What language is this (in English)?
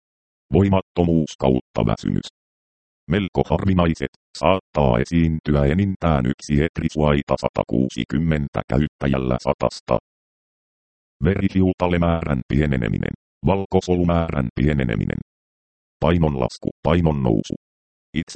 Finnish